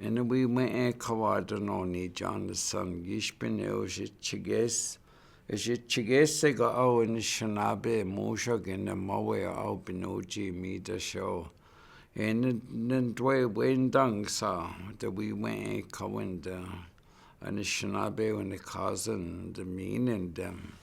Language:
Chippewa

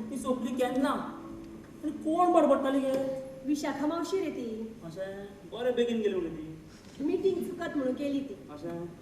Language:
Konkani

